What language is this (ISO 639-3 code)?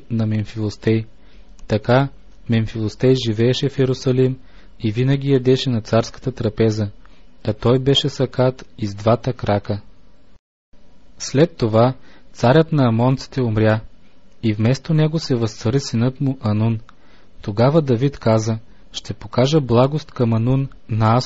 bul